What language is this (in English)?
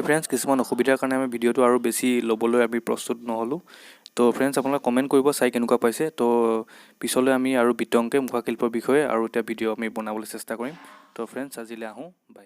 Assamese